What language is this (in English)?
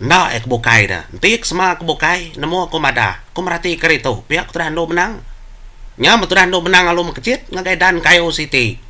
Iban